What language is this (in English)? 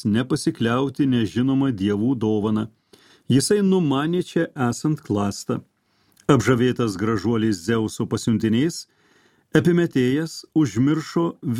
Lithuanian